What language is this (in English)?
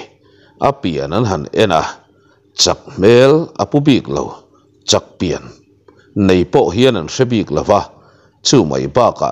Mizo